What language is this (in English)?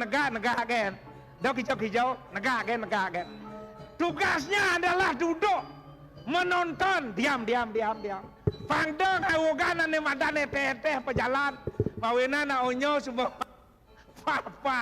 Balinese